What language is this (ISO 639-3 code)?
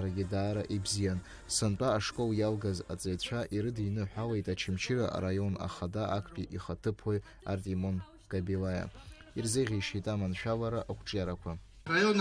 abk